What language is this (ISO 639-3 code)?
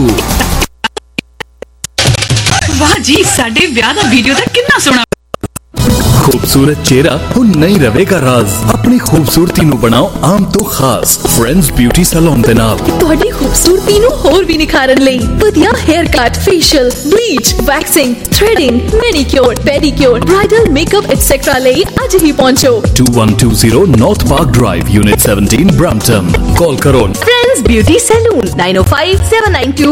pan